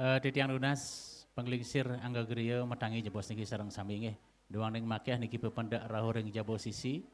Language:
Balinese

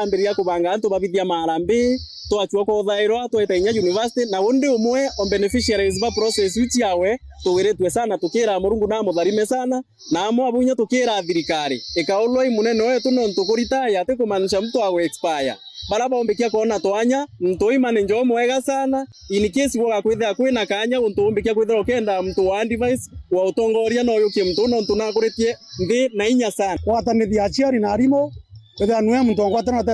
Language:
Meru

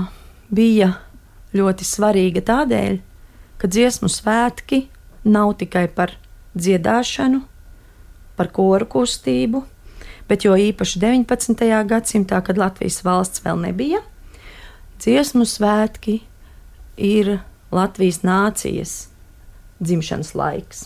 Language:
Latvian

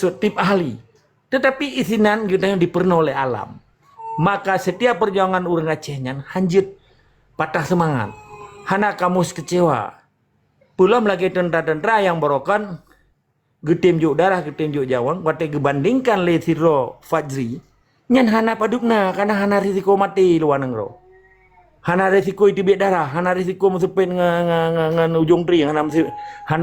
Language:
Achinese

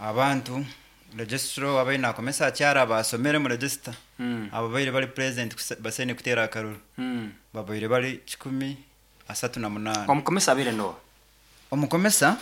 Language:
Nyankole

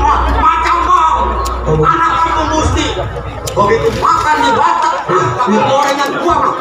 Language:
Betawi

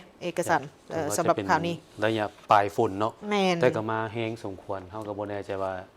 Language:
Lao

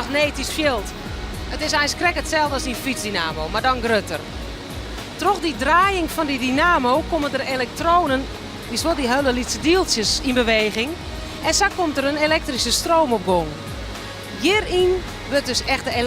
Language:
Western Frisian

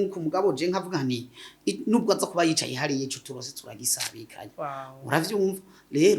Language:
Rundi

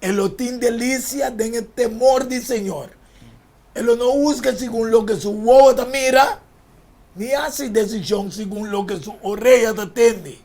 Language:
Papiamento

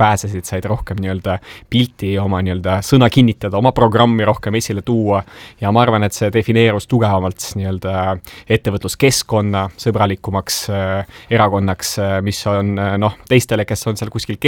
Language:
Estonian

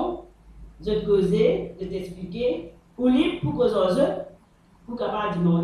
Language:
Morisyen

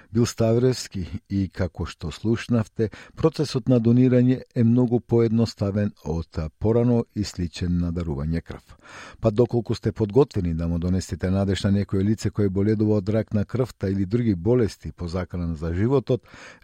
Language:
Macedonian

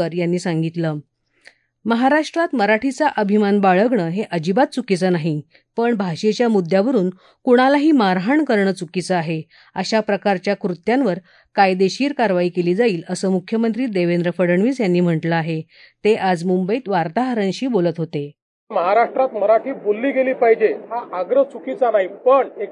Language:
Marathi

